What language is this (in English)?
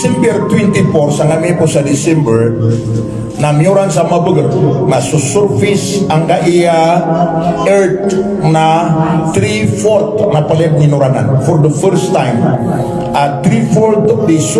Maranao